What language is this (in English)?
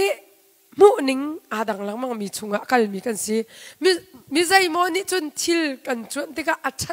Hakha Chin